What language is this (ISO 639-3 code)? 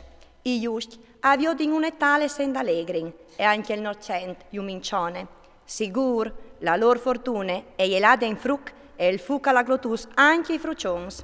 fur